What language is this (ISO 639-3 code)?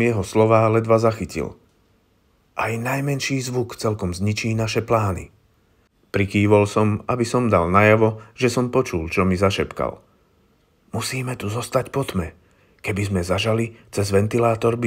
slk